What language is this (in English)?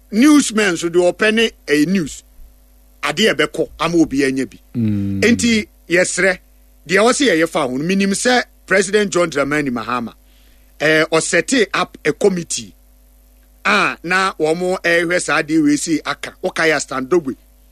Akan